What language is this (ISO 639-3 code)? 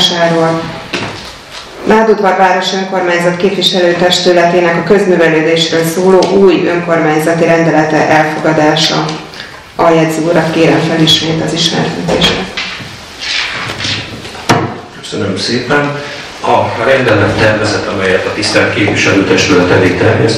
hun